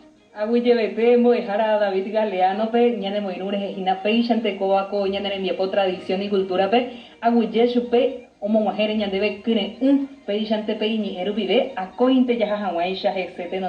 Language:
Guarani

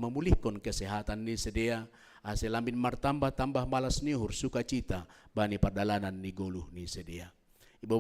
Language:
Batak Simalungun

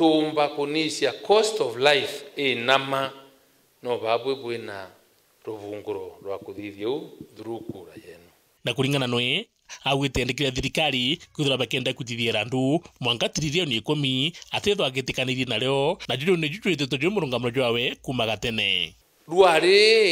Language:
Meru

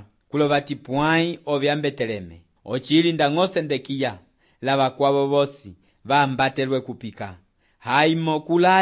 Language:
Umbundu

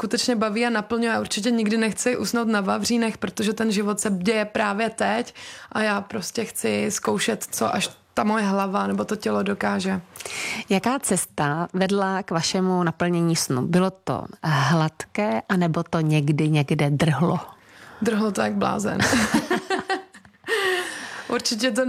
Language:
Czech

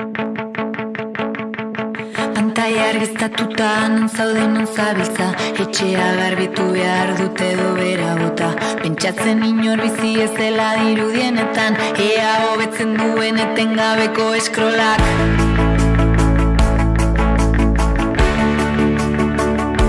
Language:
Basque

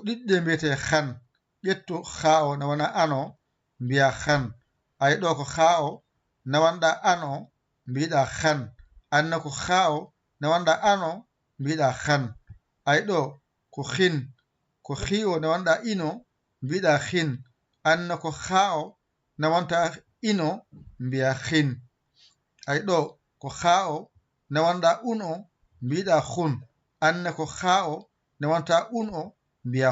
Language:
Fula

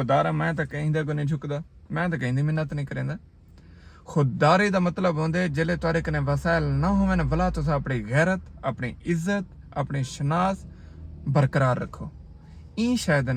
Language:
Saraiki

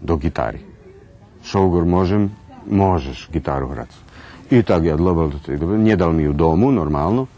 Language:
Rusyn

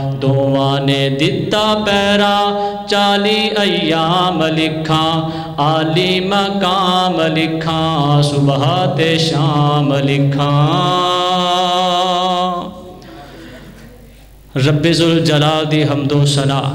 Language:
Western Panjabi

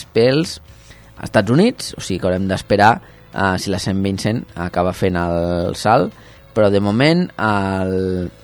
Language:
Catalan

